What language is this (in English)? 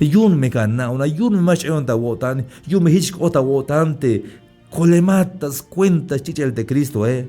Tzeltal